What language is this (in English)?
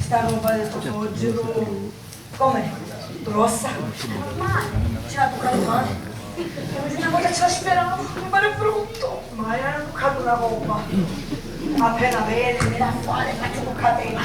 Sicilian